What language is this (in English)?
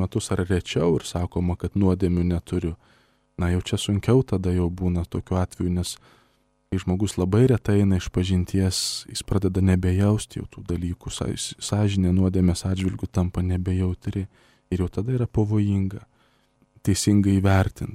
Lithuanian